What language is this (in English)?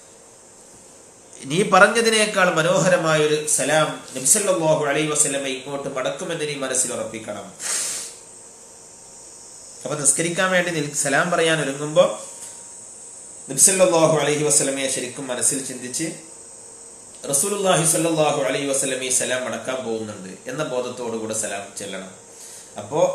Malayalam